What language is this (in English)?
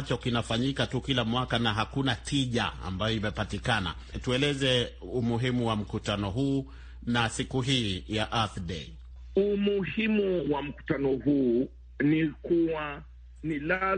Swahili